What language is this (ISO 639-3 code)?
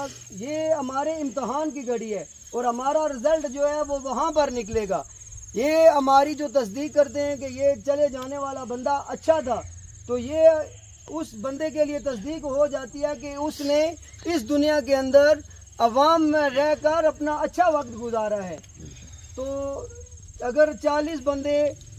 urd